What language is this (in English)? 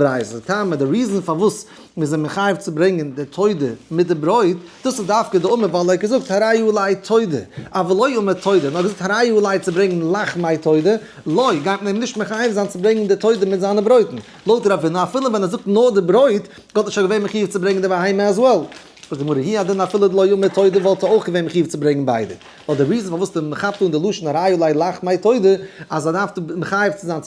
Yiddish